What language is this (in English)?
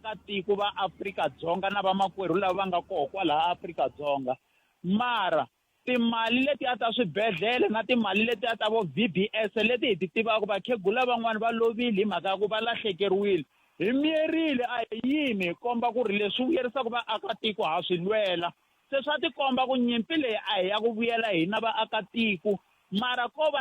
Tsonga